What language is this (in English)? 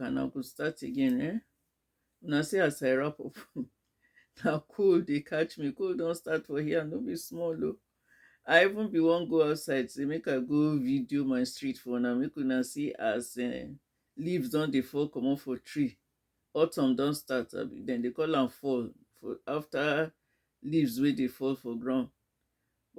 Nigerian Pidgin